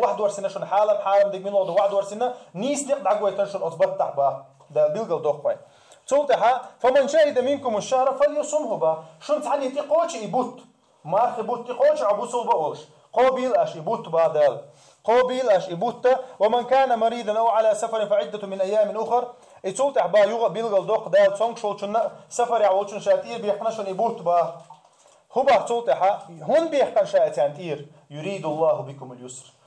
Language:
Chechen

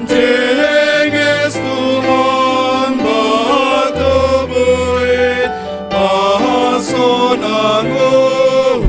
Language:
Batak Simalungun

